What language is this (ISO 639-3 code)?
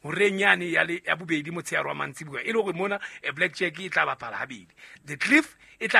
sot